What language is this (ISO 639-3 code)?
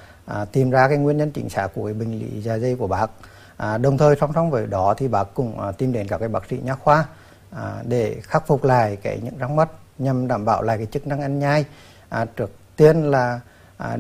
vie